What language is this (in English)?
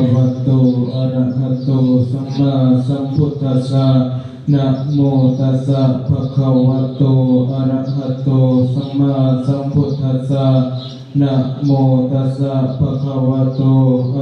Pali